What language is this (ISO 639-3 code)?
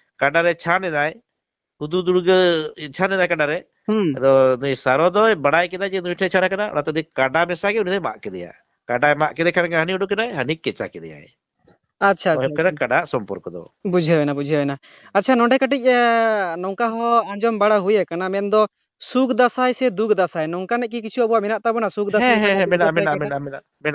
sat